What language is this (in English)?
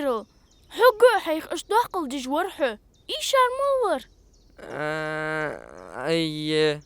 Ingush